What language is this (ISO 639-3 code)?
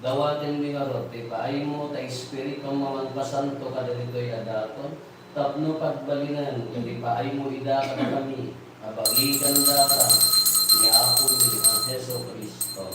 ilo